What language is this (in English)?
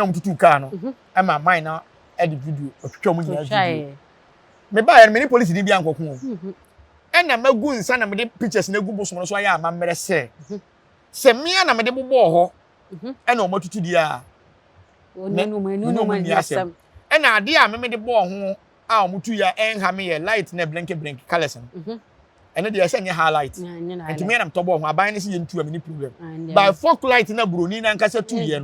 Akan